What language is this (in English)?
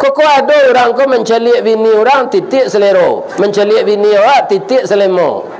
Minangkabau